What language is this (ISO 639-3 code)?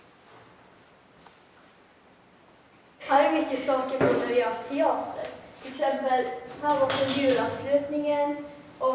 swe